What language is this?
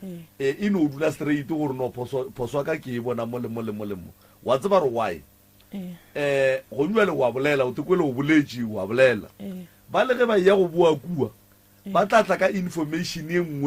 Northern Sotho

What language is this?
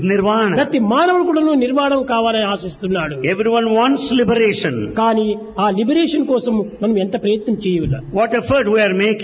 Telugu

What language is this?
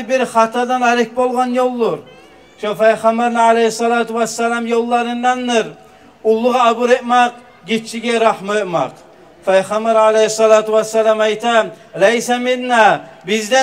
Kumyk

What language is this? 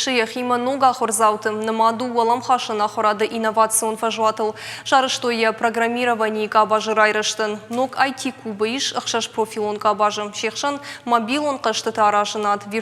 Ossetic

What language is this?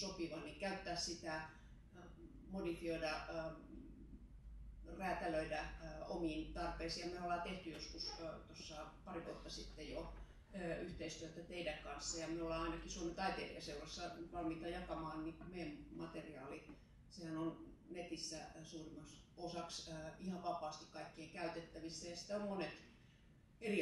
Finnish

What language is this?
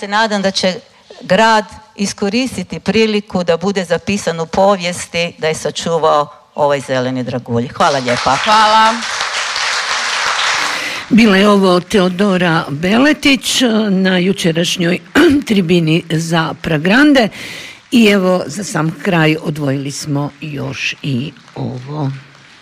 Croatian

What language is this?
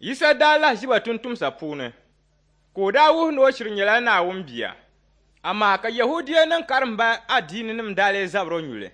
Dagbani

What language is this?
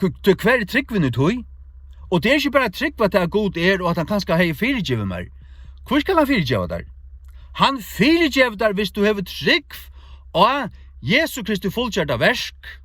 Faroese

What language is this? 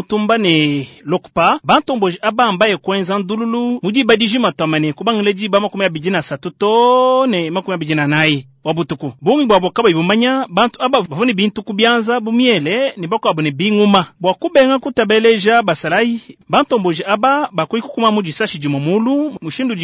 Luba-Lulua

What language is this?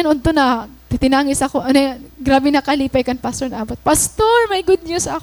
Waray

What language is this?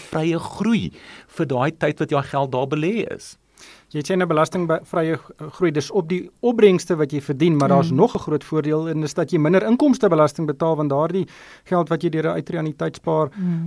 Afrikaans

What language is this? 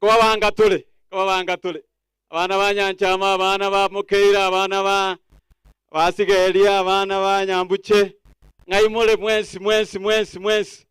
Gusii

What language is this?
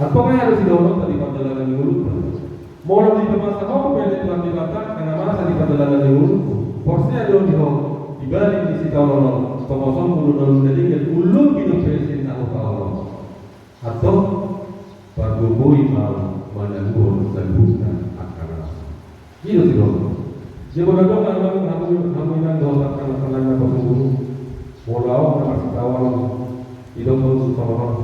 Batak Toba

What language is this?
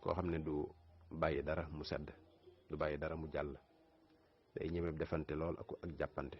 Wolof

